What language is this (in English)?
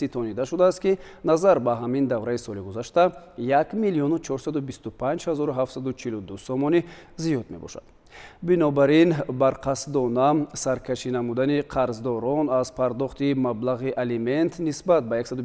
Tajik